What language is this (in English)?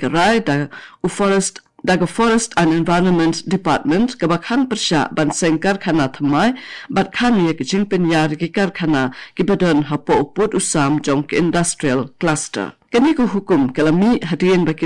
Khasi